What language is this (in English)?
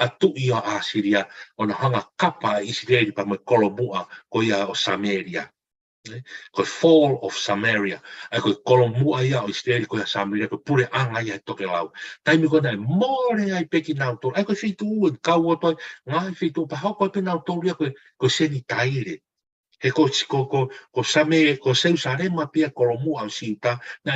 Tongan